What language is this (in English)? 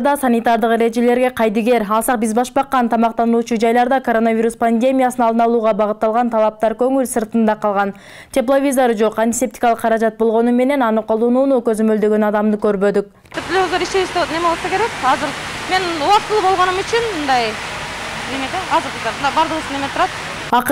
Kyrgyz